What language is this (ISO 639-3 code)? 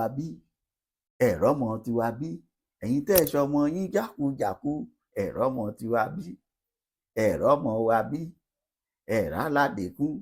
yor